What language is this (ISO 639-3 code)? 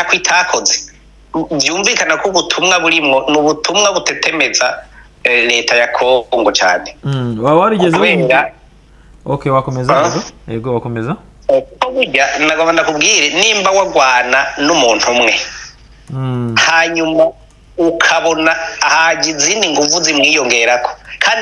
kin